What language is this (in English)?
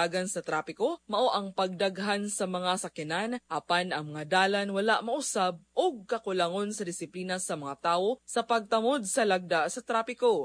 Cebuano